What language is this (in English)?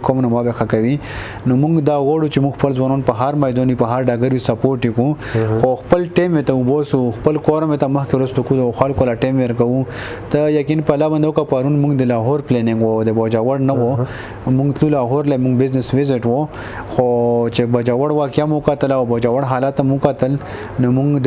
Pashto